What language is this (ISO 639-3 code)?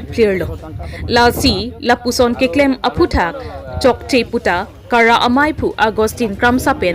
mjw